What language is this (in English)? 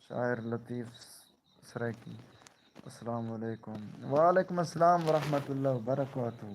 Saraiki